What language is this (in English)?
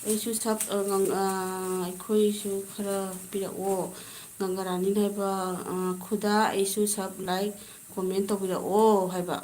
Manipuri